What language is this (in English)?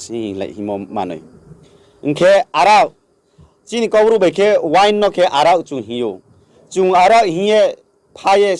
Riang (India)